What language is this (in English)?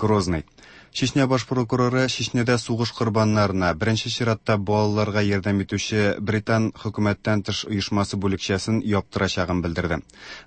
Tatar